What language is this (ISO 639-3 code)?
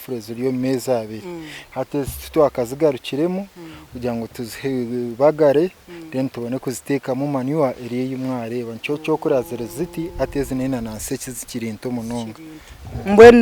nyn